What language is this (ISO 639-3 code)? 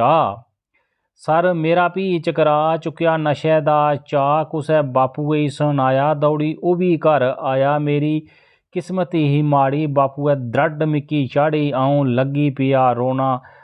doi